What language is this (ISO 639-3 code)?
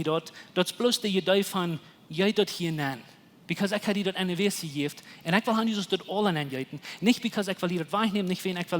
pdt